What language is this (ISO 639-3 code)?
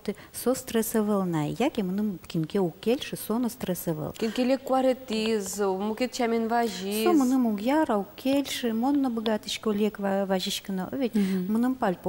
udm